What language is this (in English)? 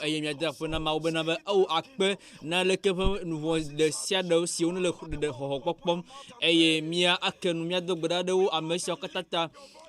Ewe